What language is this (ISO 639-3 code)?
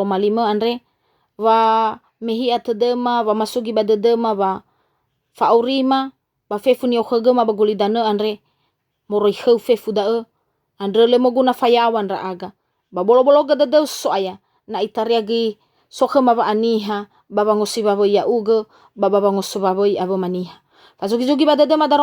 nia